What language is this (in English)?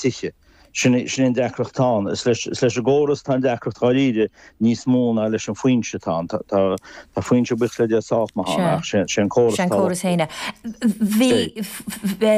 Irish